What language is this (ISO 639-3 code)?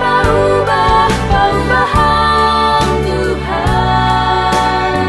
bts